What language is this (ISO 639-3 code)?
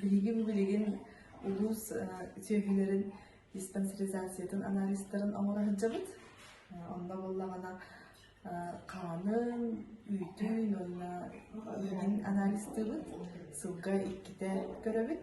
sah